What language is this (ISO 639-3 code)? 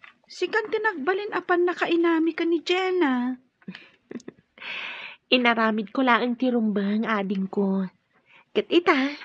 ilo